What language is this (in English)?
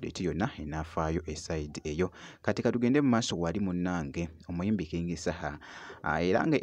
Ganda